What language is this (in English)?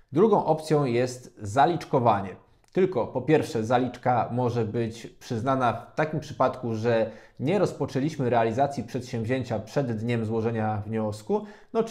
Polish